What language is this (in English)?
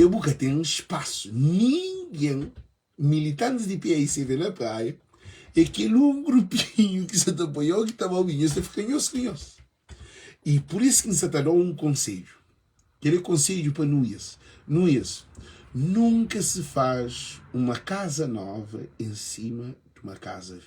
Kabuverdianu